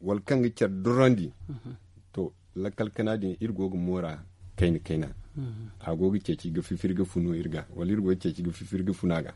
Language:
Zarma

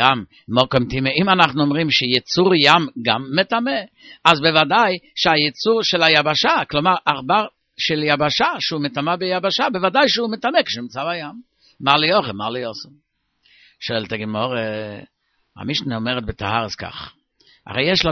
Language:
Hebrew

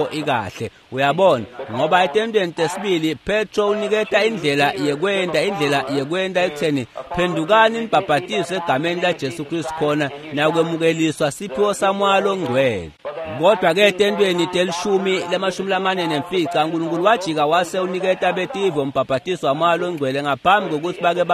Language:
Swati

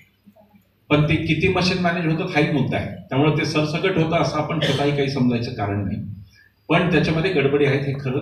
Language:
Marathi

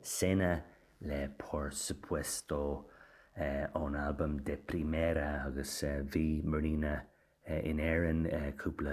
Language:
Irish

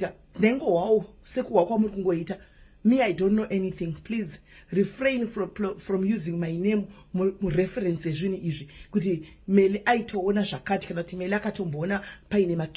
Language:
Shona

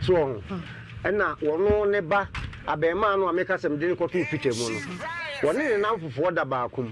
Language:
Akan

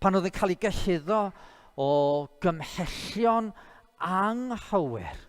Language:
Welsh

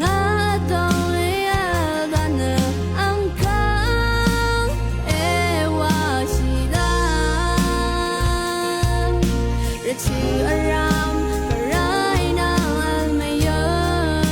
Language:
Rawang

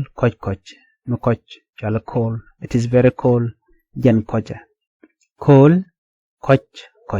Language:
Nuer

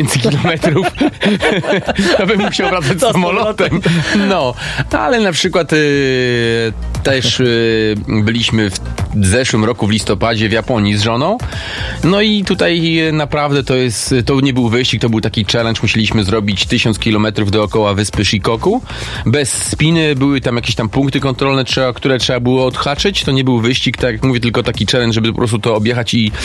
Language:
Polish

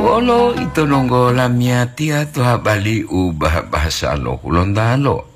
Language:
Gorontalo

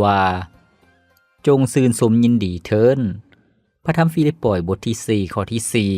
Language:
Lao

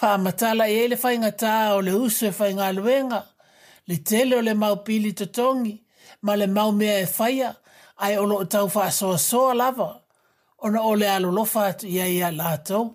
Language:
Samoan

